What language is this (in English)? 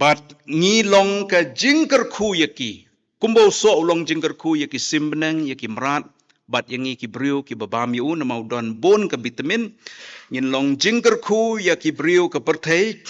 Khasi